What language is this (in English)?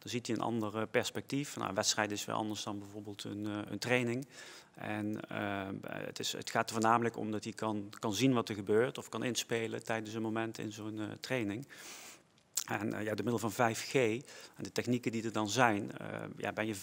Dutch